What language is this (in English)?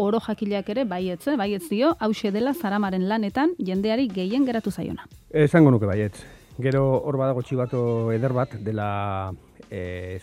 Basque